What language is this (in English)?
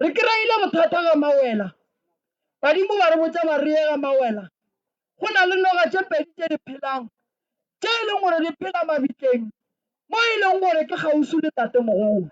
Northern Sotho